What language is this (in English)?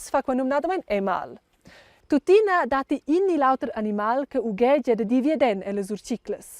Romansh